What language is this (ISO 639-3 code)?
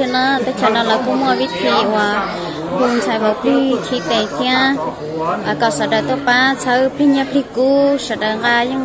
hmn